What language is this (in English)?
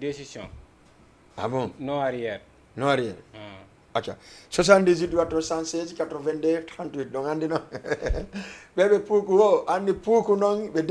Fula